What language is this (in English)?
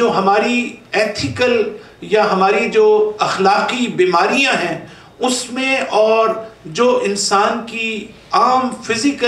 Urdu